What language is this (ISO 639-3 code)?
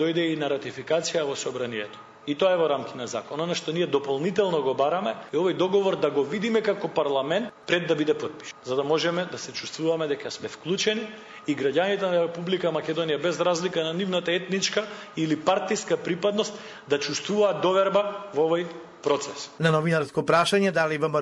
mkd